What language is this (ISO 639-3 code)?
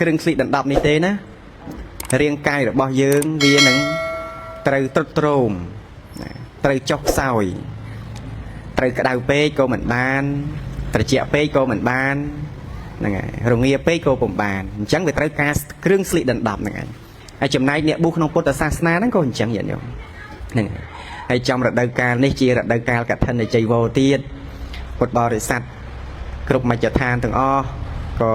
khm